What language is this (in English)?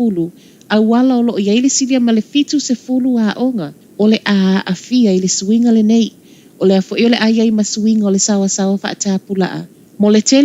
Samoan